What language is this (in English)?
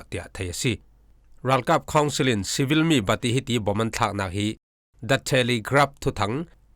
Falam Chin